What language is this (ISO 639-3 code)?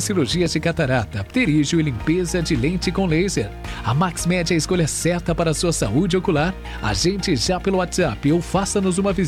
por